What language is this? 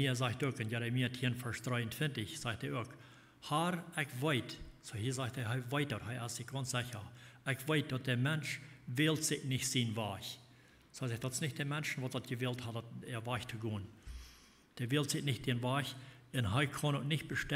Plautdietsch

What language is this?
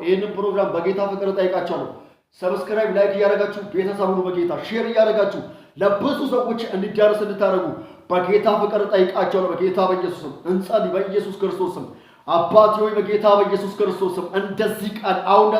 Amharic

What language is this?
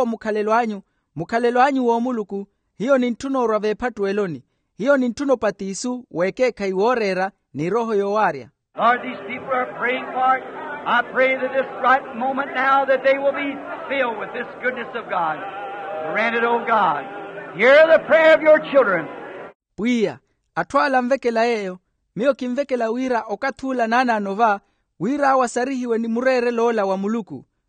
Makhuwa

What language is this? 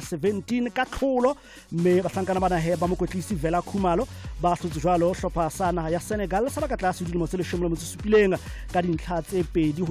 Southern Sotho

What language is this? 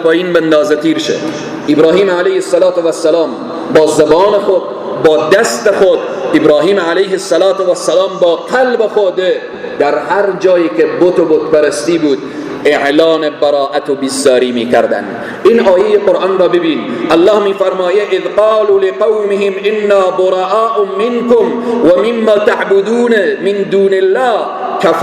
Persian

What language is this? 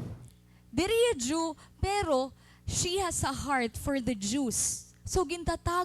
Waray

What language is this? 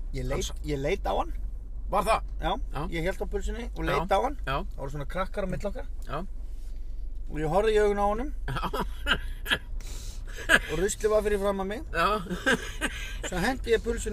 Icelandic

